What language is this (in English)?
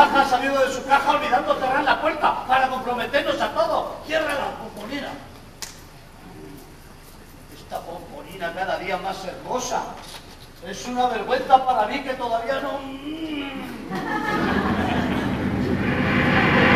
Spanish